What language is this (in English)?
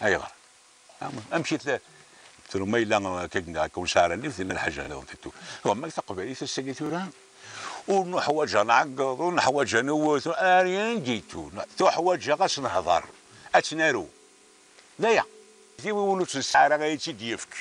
Kabyle